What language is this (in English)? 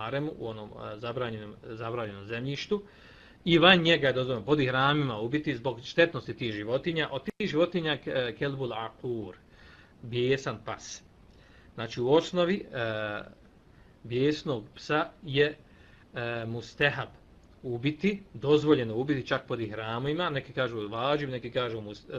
Bosnian